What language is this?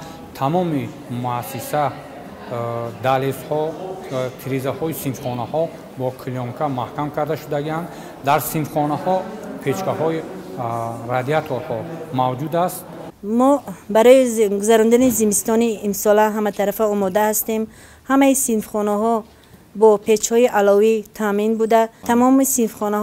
Tajik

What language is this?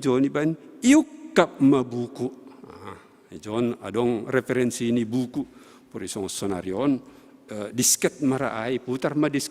Batak Simalungun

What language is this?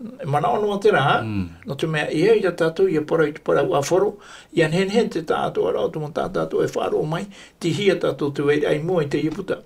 Tahitian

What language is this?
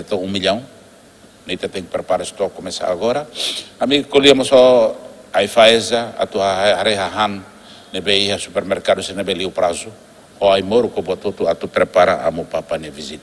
Tetum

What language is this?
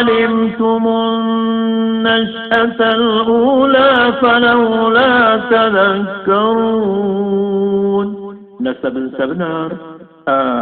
Maranao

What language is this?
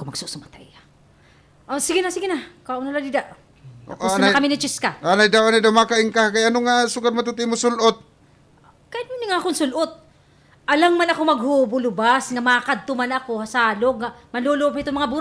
Waray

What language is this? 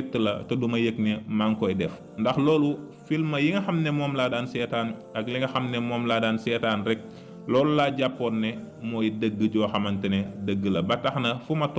Wolof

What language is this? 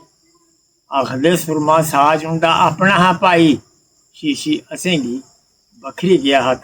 Dogri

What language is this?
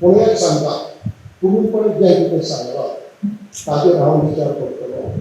Konkani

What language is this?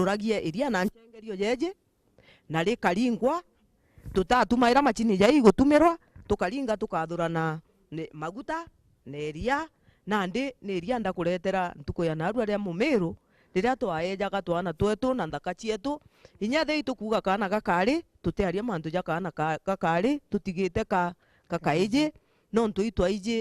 Meru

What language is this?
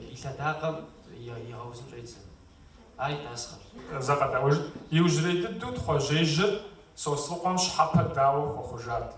Kabardian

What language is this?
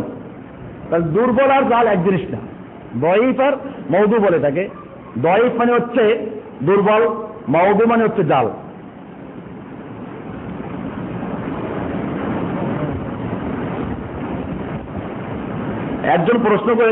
Bangla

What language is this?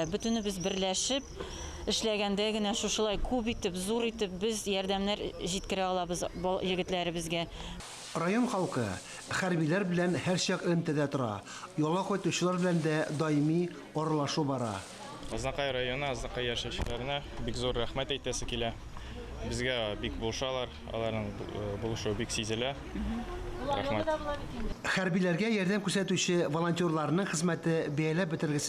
Tatar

